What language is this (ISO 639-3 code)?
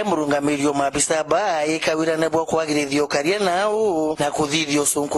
mer